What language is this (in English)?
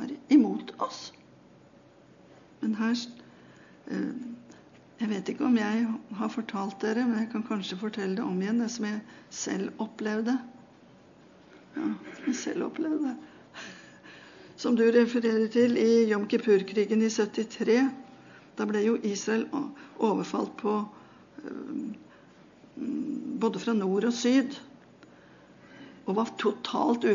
Norwegian